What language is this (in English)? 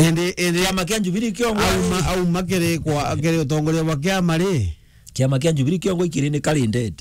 Meru